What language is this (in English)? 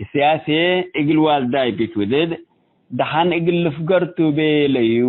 Tigre